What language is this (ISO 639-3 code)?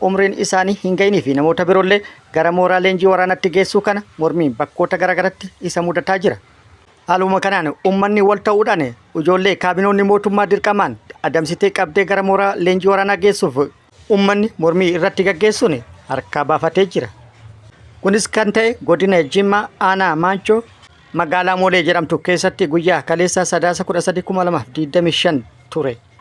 orm